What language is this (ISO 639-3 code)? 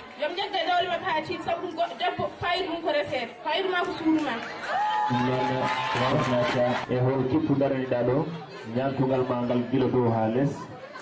ful